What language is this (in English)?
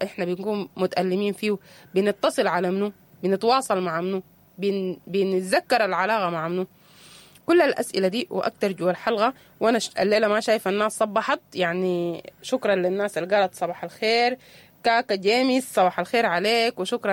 Sudanese Arabic